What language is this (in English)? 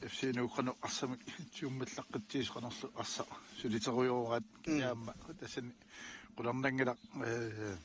Kalaallisut